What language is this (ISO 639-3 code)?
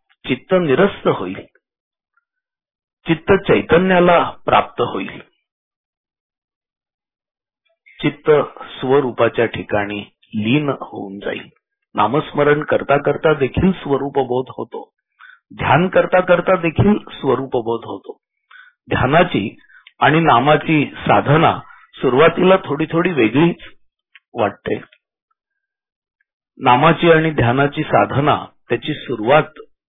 mar